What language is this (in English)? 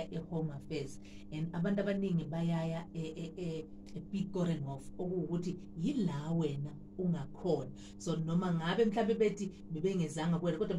Zulu